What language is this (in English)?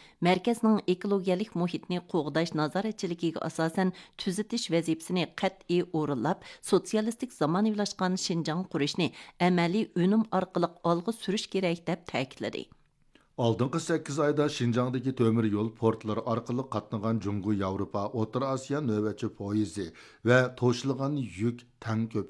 Uyghur